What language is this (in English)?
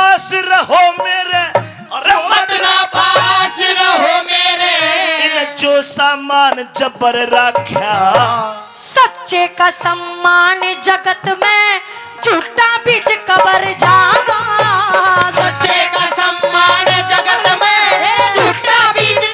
Haryanvi